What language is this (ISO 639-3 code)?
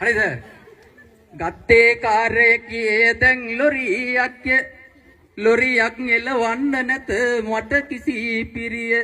sin